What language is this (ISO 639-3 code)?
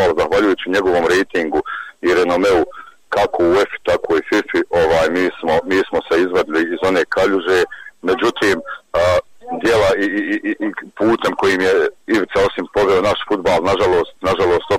bos